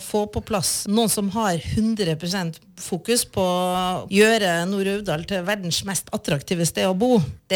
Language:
Norwegian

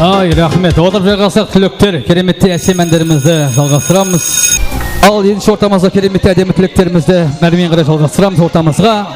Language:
Kara-Kalpak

